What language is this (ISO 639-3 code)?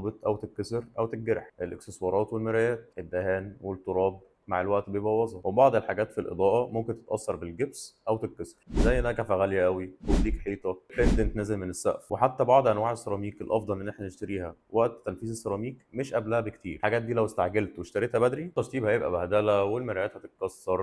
arz